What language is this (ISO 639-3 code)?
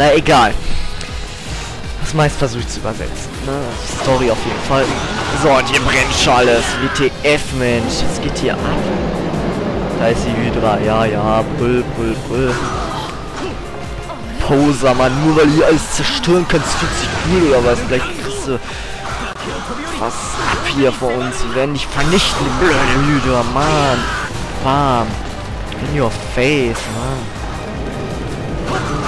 deu